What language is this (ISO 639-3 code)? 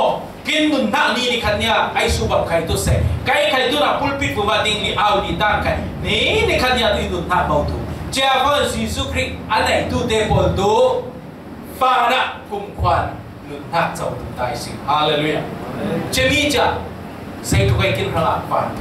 cfm